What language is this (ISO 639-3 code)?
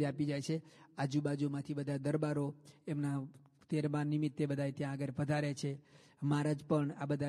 guj